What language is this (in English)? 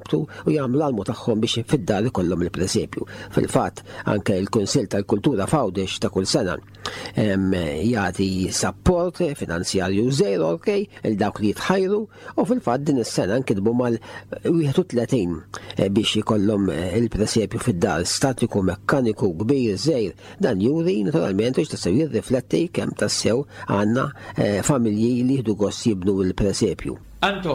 Maltese